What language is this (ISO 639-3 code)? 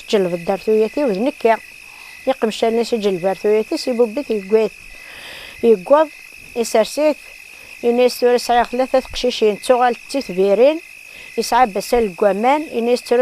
kab